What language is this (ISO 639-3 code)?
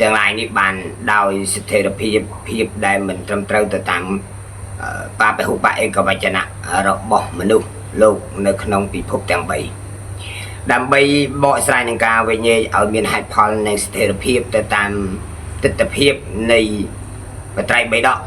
khm